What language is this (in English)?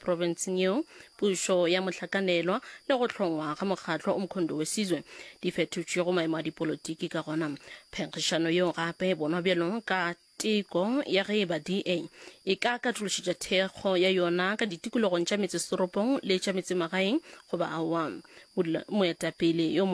Northern Sotho